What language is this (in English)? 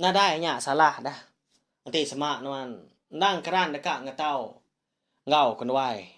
Iban